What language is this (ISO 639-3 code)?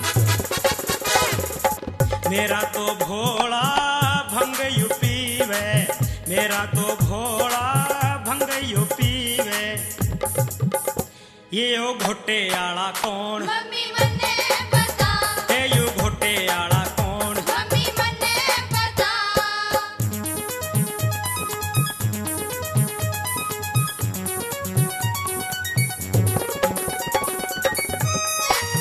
bgc